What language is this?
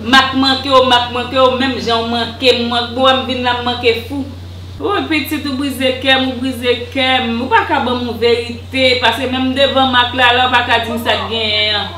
Haitian Creole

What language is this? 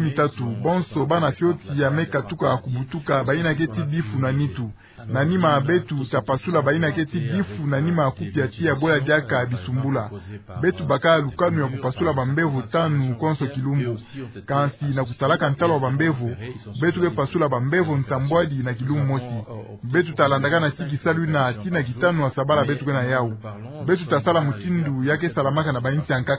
Kituba (Democratic Republic of Congo)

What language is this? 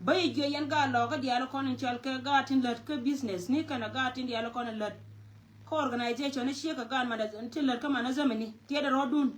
Nuer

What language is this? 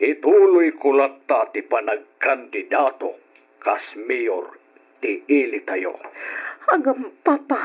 Iloko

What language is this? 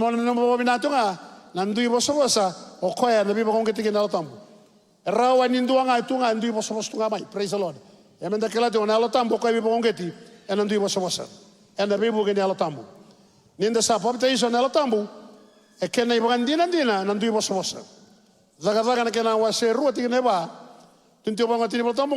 Fijian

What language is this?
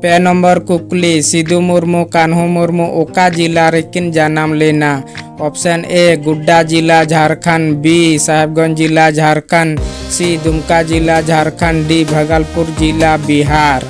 Santali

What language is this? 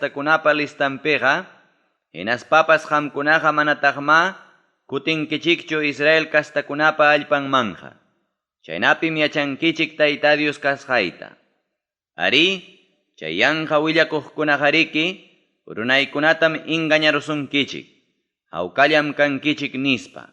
Ayacucho Quechua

